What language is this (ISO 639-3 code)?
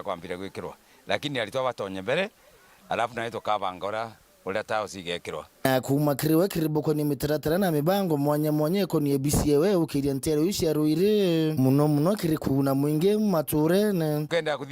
mer